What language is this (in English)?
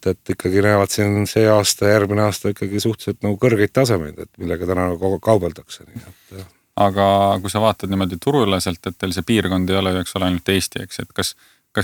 Estonian